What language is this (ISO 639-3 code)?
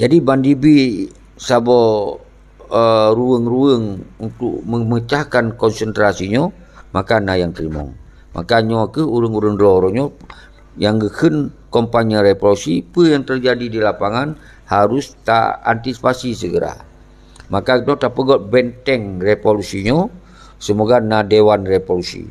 ace